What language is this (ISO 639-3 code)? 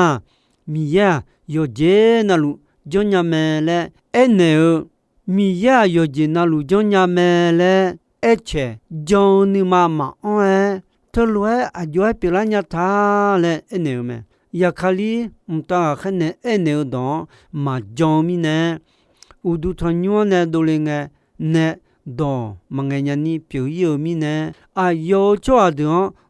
ahk